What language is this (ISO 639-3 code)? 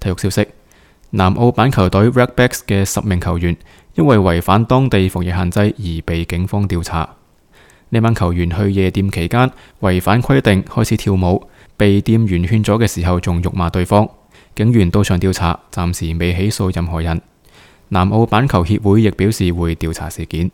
yue